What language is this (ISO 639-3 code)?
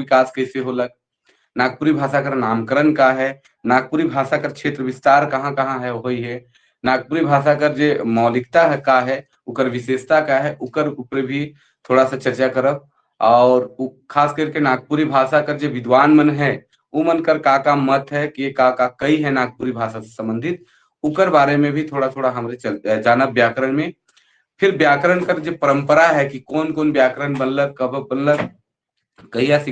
sck